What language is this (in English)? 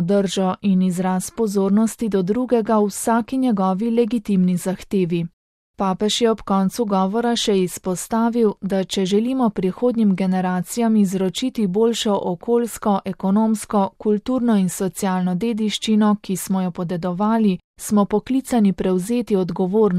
Slovenian